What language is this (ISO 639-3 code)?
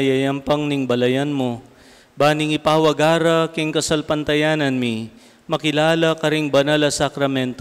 pam